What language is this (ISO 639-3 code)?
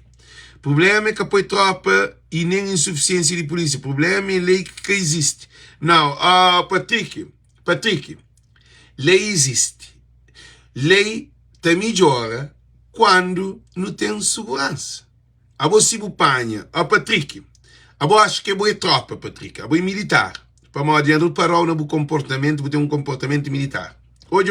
kea